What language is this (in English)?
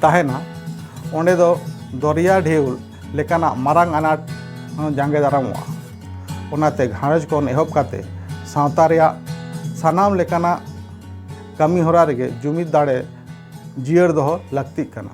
Santali